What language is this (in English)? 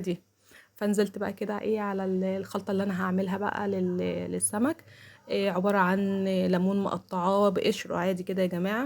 Egyptian Arabic